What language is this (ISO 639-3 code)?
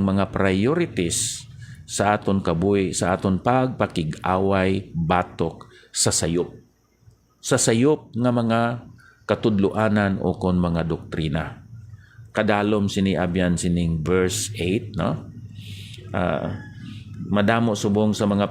hil